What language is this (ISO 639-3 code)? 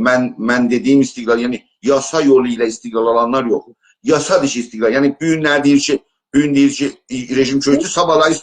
azb